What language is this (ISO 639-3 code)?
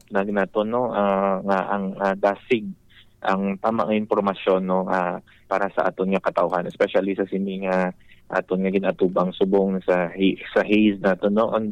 hil